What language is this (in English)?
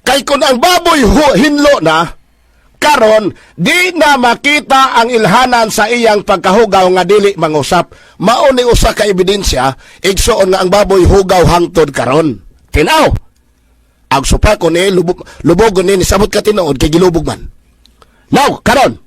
Cebuano